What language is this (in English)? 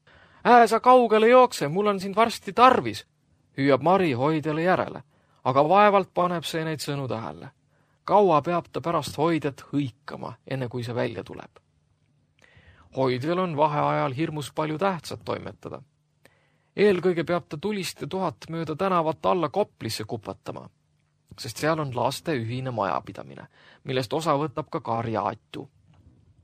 Estonian